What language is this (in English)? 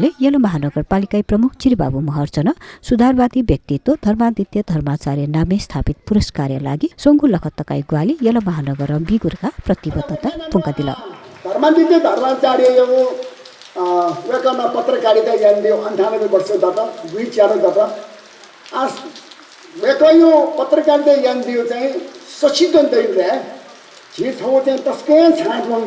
Newari